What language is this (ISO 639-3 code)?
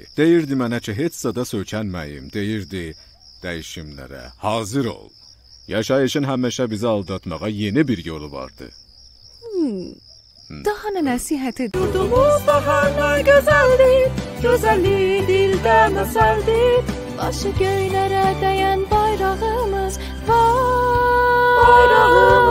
azb